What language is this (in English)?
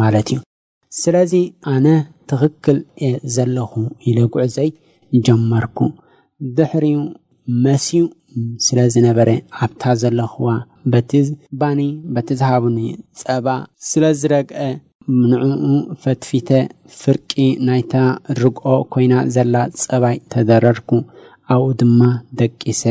Tigrinya